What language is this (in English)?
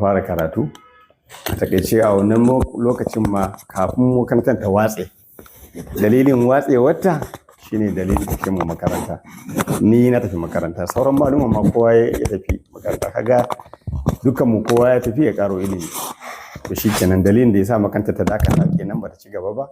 Hausa